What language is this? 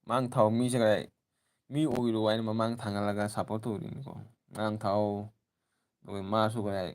Manipuri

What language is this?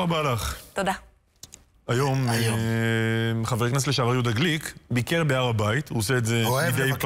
Hebrew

